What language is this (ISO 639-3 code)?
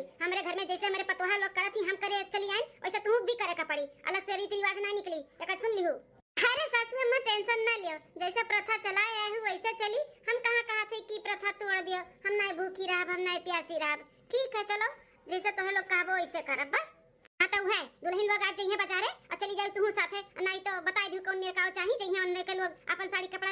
awa